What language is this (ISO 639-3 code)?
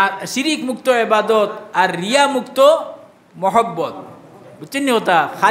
syl